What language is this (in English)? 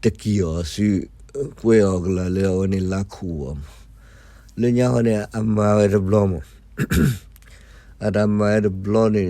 S'gaw Karen